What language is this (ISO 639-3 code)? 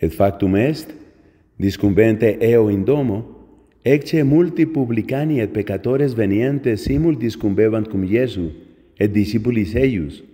lat